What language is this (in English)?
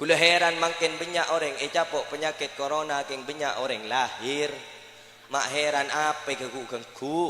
Madurese